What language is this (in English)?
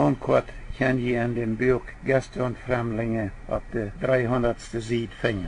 Plautdietsch